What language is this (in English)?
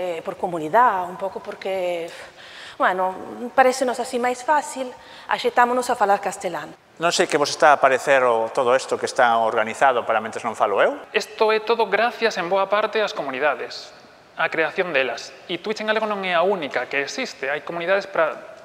Galician